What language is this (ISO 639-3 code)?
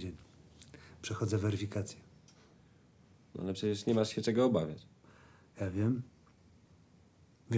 pol